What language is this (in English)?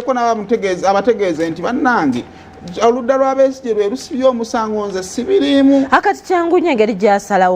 Ganda